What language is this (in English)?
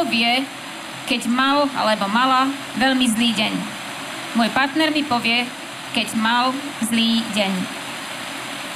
Slovak